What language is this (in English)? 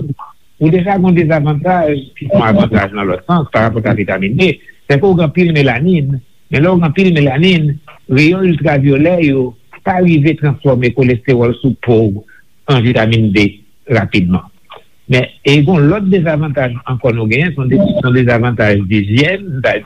Haitian Creole